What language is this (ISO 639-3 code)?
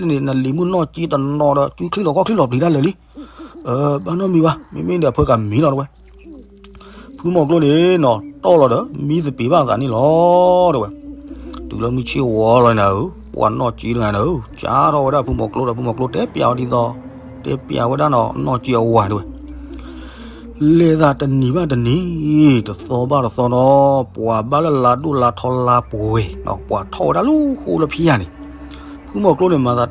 ksw